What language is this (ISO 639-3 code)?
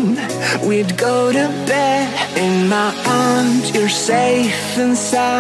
swe